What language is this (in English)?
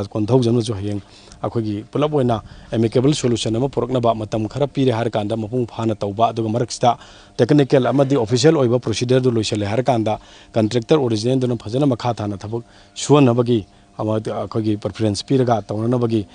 Manipuri